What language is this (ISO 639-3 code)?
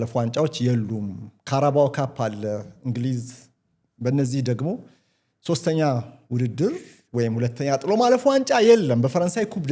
amh